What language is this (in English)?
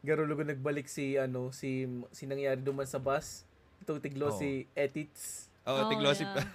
Bikol